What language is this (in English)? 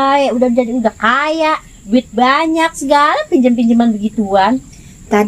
Betawi